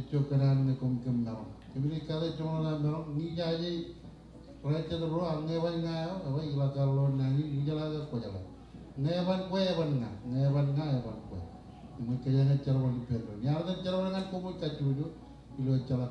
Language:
Marshallese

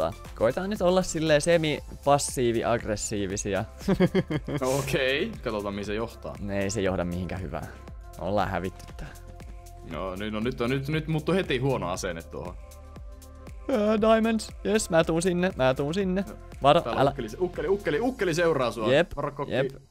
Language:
Finnish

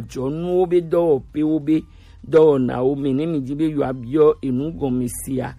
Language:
Gen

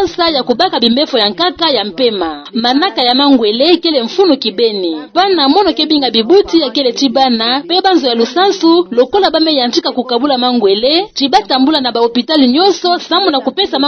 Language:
Kituba (Democratic Republic of Congo)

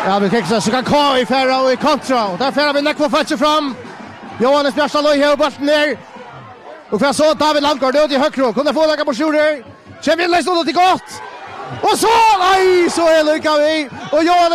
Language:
Faroese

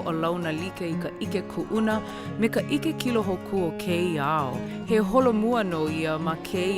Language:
Hawaiian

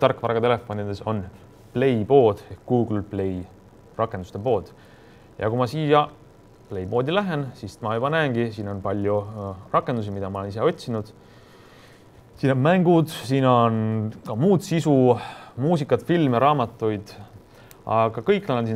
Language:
Estonian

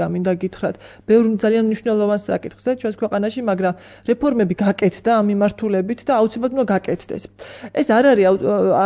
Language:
Georgian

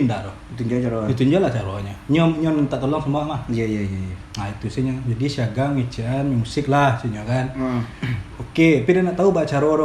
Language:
Minangkabau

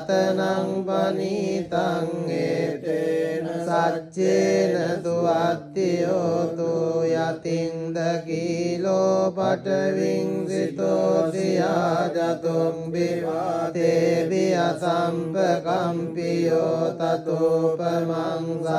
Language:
Pali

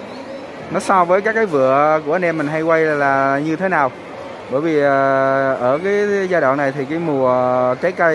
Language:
Vietnamese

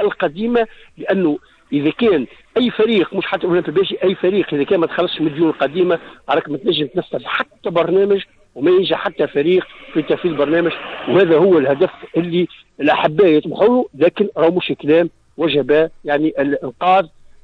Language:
Tunisian Arabic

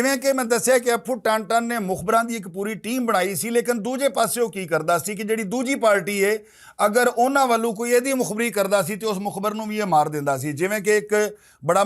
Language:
Western Panjabi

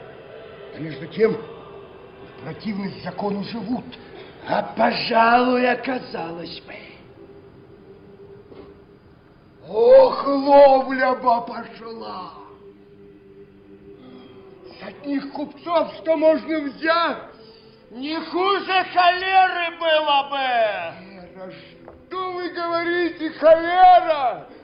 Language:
Russian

